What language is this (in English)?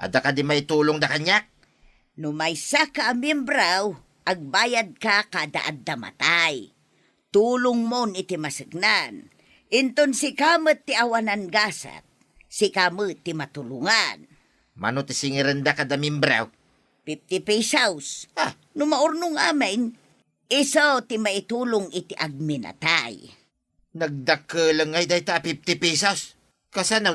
Iloko